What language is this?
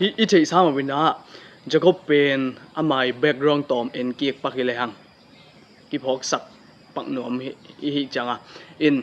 Tedim Chin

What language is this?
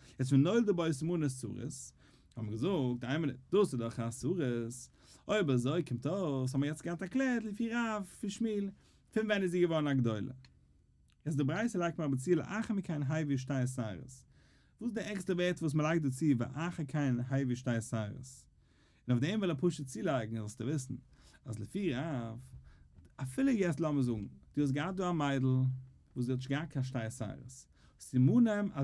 Yiddish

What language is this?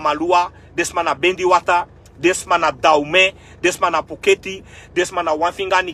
Sranan Tongo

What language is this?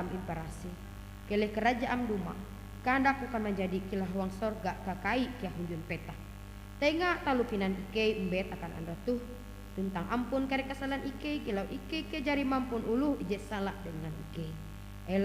Ngaju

